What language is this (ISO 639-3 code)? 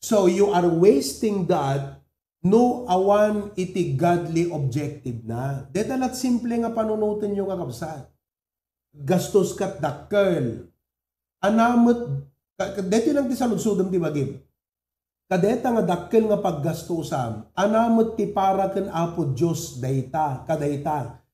ilo